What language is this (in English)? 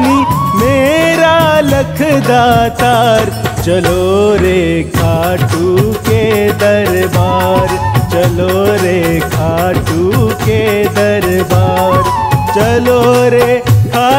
Hindi